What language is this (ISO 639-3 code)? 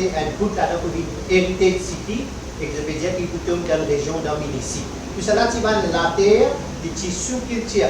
mfe